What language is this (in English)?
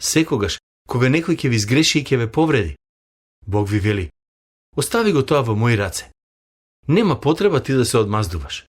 Macedonian